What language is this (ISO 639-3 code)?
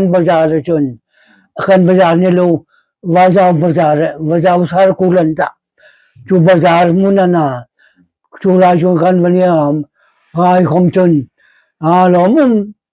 hmr